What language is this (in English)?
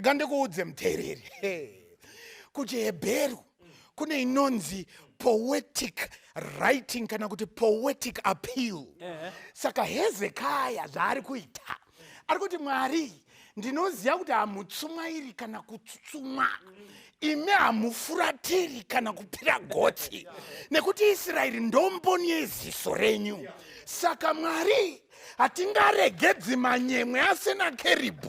Shona